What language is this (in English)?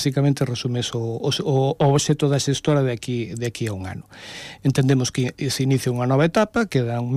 Galician